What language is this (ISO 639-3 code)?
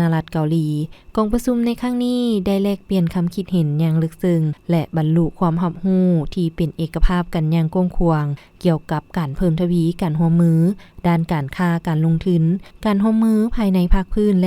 lao